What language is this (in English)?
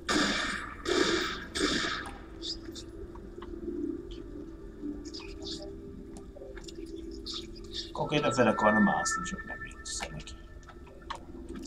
Hungarian